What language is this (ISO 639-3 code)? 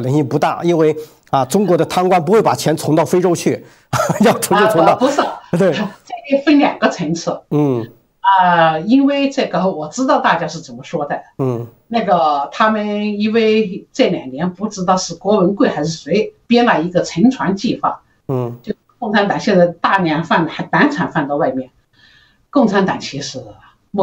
zho